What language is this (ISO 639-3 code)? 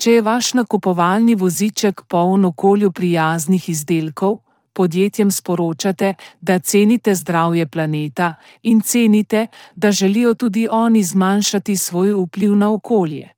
slv